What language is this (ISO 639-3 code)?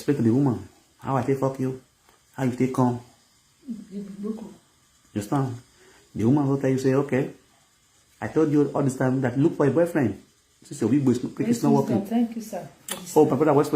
pcm